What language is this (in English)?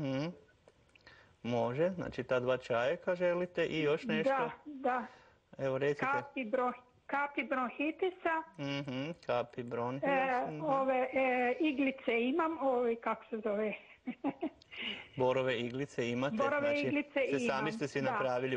Croatian